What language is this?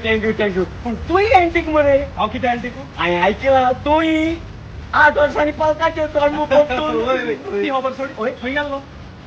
Konkani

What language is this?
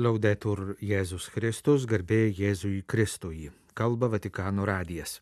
Lithuanian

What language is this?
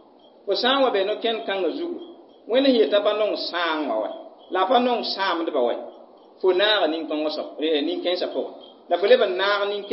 Mossi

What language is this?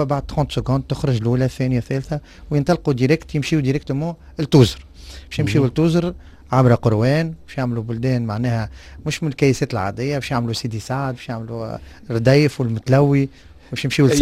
Tunisian Arabic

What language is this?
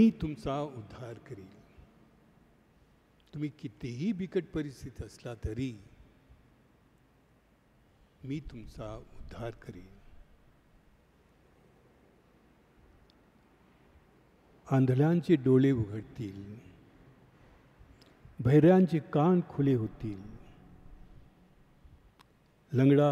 Marathi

